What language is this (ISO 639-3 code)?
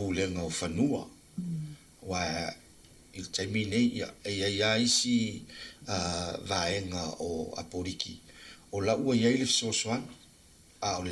smo